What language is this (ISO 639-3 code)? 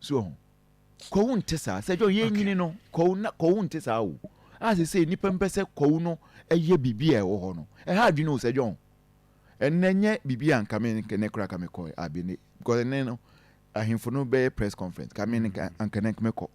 aka